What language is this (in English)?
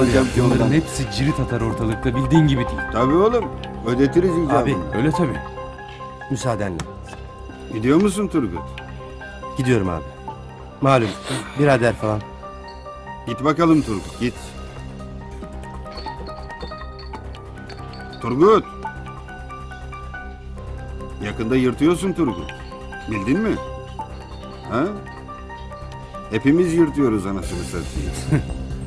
Turkish